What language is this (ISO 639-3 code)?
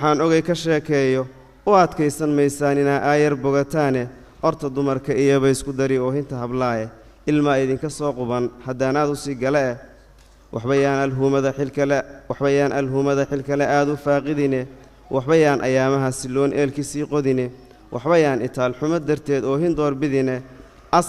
som